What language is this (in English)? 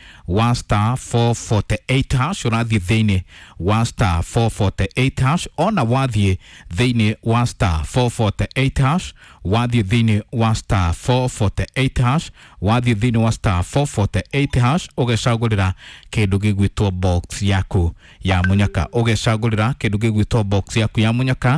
Kikuyu